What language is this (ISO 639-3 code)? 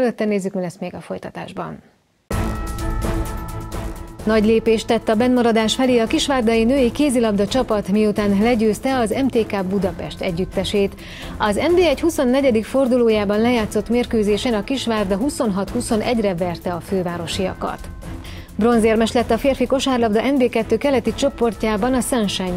hun